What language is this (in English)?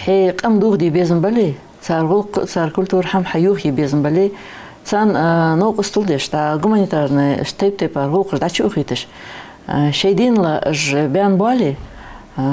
Ingush